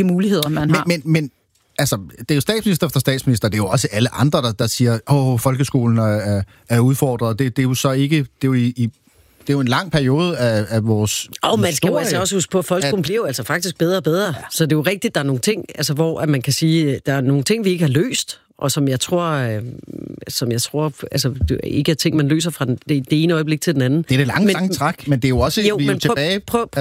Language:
Danish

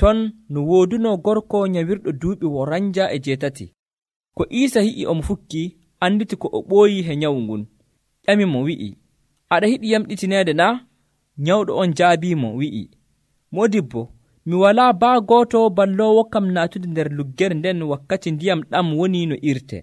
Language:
Nigerian Fulfulde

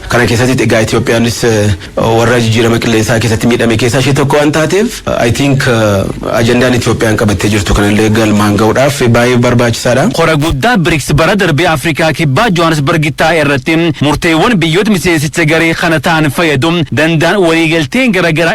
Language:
Oromo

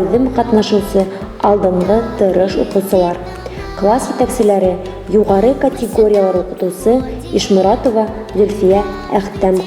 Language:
Bashkir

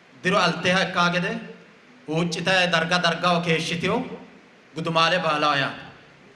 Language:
Sidamo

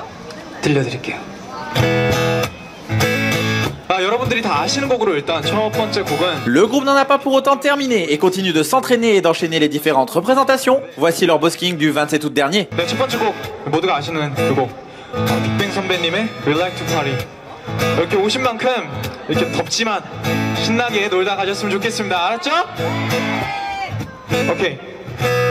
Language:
Korean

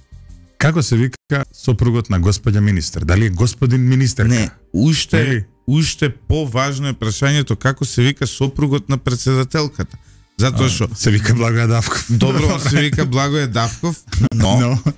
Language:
Macedonian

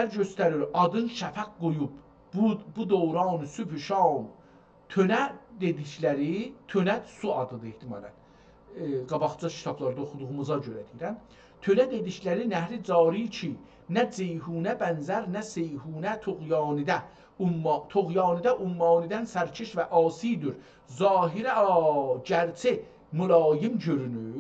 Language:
South Azerbaijani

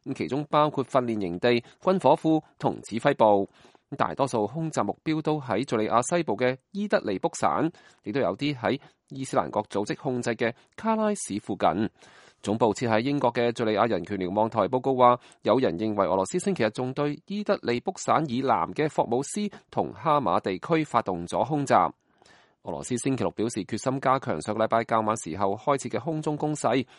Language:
Cantonese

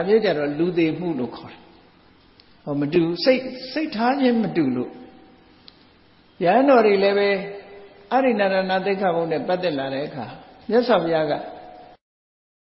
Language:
Burmese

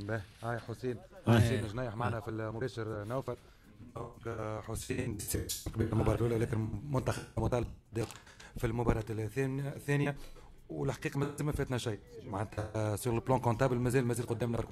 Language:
Tunisian Arabic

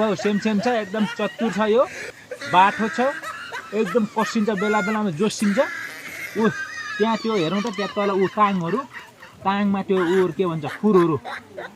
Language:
Nepali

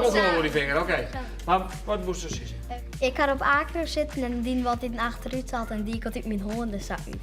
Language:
Western Frisian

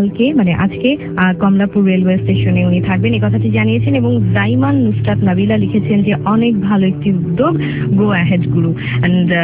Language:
Bangla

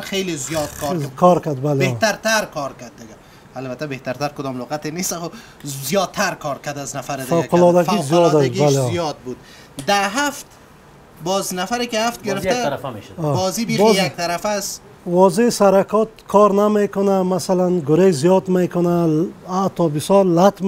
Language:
Persian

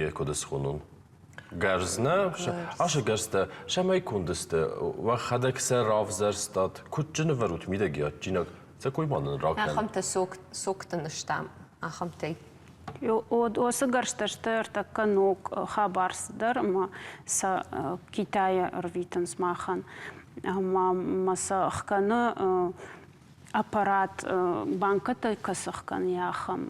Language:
Ossetic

